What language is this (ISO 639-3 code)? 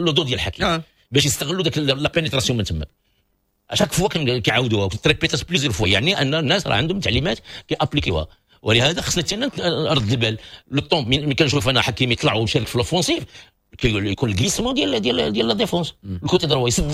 ary